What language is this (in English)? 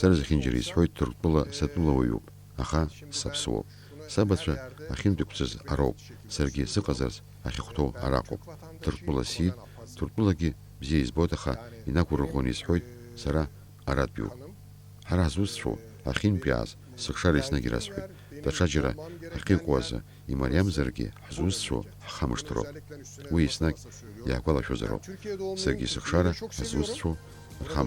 Abkhazian